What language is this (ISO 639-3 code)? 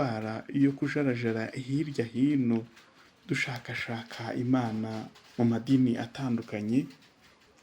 kin